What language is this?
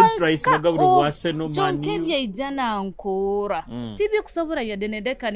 Nyoro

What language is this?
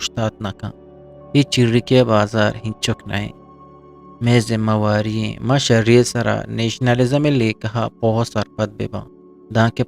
Eastern Balochi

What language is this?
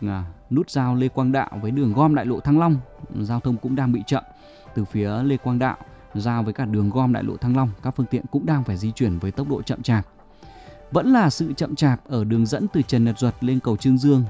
Vietnamese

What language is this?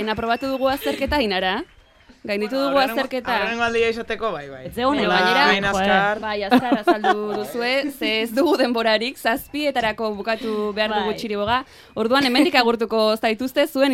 Basque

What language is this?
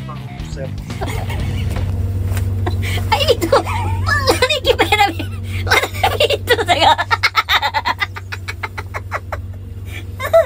Finnish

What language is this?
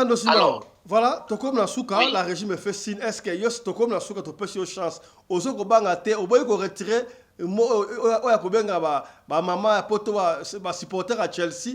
Lingala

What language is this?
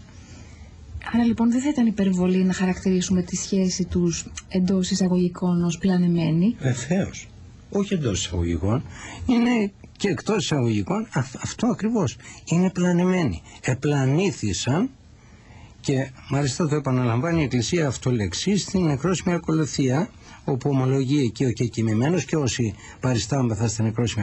Greek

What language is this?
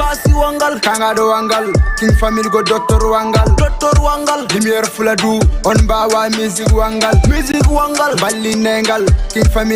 Fula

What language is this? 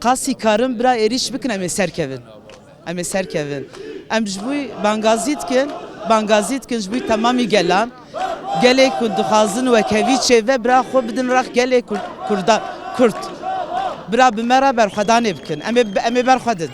Kurdish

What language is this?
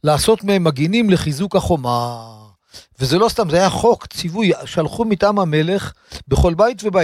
Hebrew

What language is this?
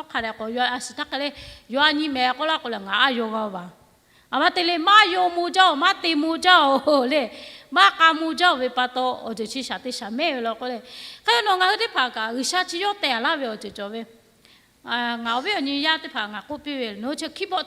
Lahu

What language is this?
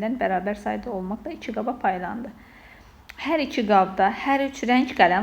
Azerbaijani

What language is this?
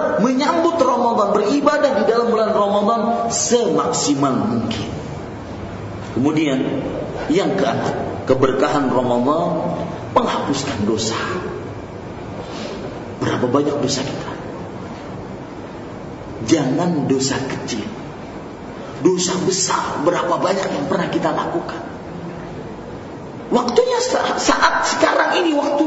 Indonesian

